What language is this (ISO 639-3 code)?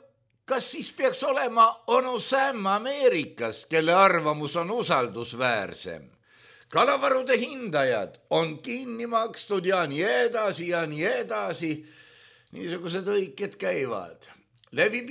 est